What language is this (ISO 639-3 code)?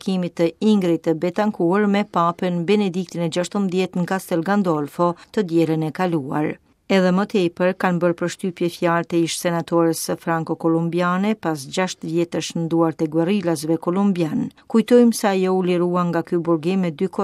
sqi